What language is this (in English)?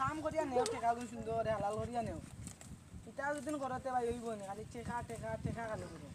Sylheti